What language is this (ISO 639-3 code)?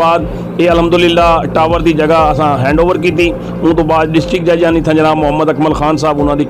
skr